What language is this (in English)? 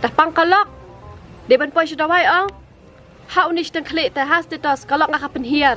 Khasi